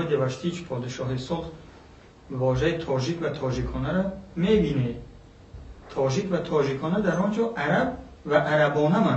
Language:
Persian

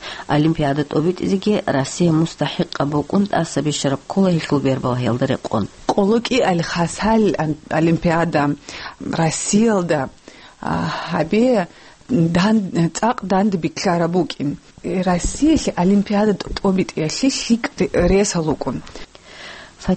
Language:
Avaric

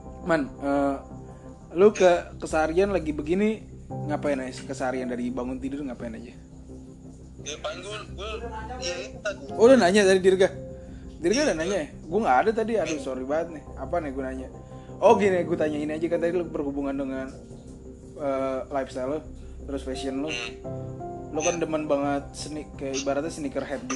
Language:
Indonesian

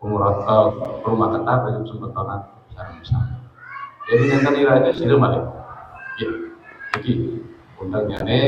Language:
Balinese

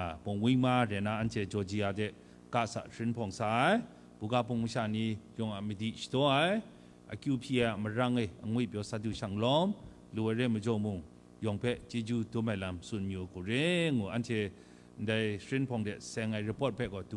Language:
Kachin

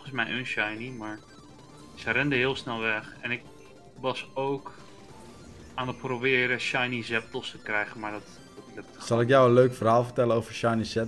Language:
Dutch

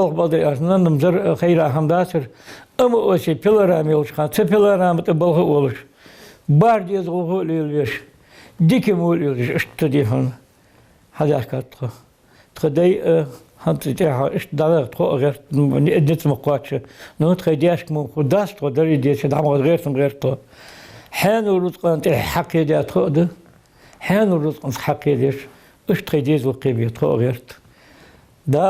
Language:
Ingush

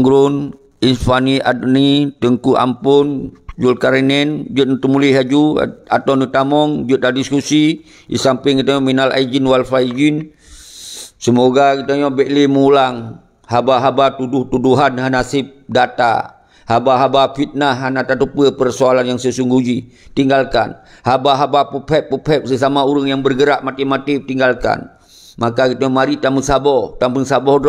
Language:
Achinese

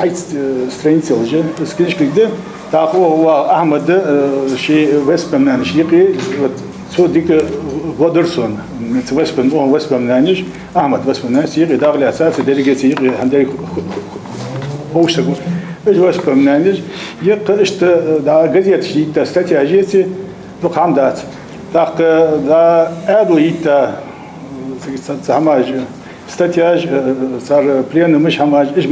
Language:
Ingush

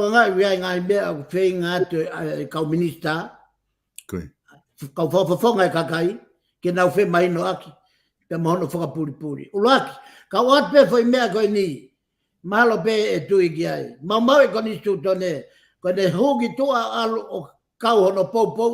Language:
Tongan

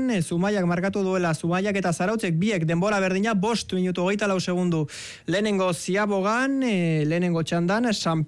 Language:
Basque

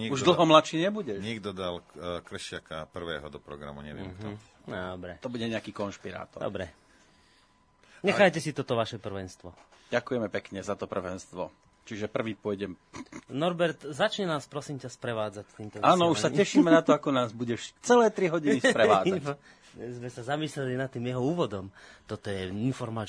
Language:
Slovak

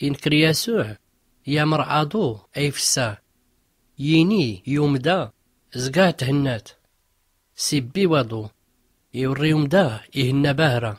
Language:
Tachelhit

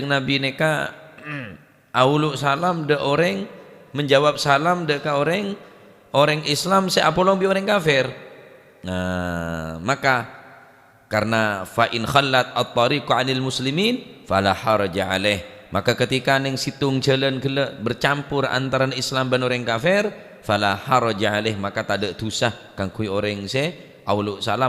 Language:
Madurese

